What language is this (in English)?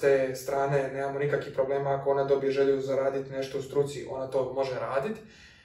Croatian